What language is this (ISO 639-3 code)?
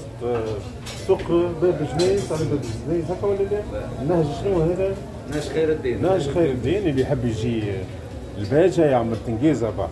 aeb